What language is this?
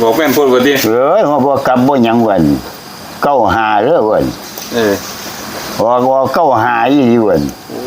Northeastern Thai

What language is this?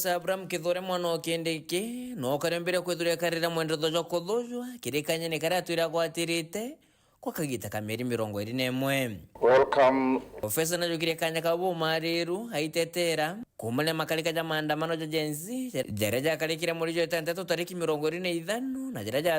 Meru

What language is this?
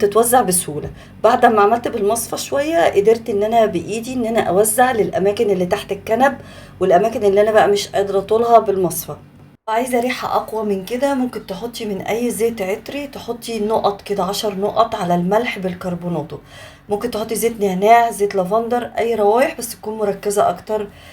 Egyptian Arabic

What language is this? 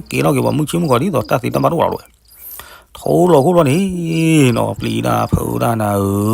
S'gaw Karen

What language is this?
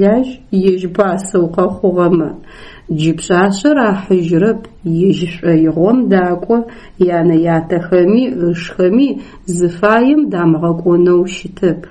Adyghe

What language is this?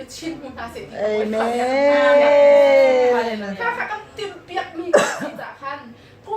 Hakha Chin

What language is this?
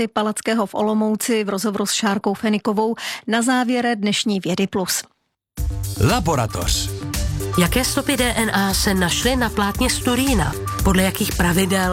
Czech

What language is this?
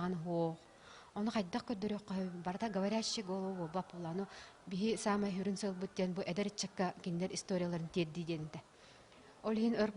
Yakut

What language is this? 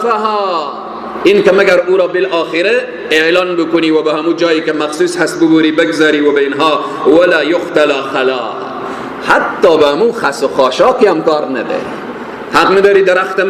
Persian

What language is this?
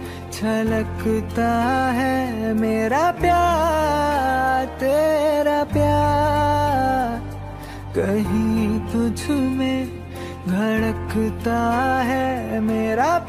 Hindi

